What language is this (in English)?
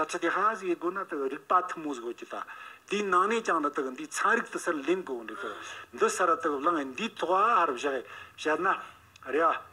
Tibetan